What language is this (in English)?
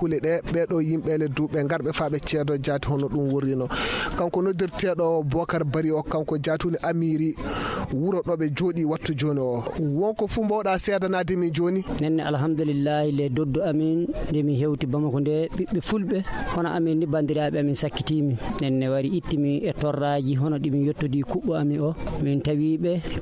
Nigerian Fulfulde